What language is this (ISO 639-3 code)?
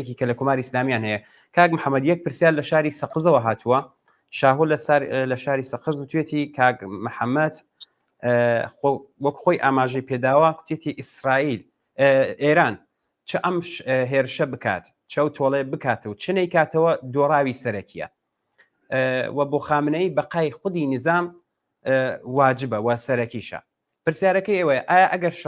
ckb